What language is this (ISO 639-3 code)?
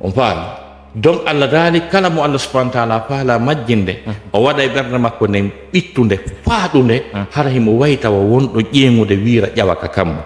ful